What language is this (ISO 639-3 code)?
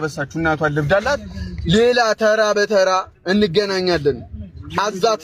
amh